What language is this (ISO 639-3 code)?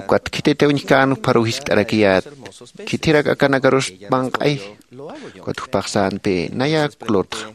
aym